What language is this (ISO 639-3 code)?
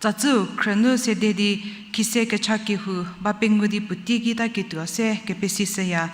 njm